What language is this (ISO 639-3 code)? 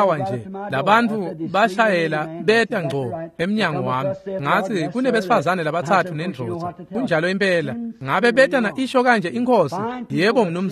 ssw